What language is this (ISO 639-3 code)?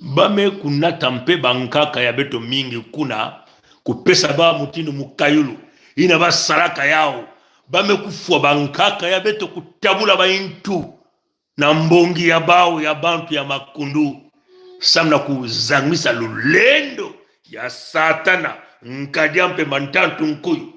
mkw